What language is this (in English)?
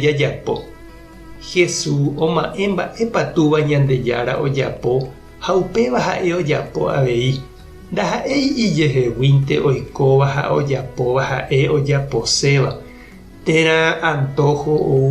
Guarani